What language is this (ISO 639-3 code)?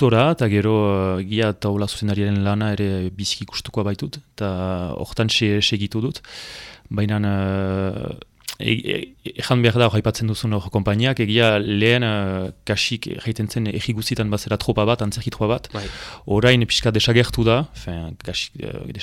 eus